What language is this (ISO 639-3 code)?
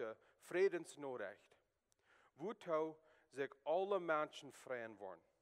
pdt